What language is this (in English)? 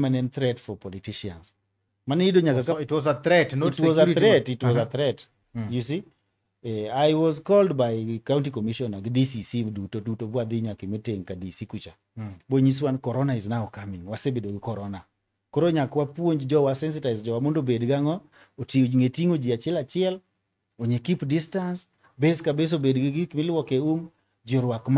Luo (Kenya and Tanzania)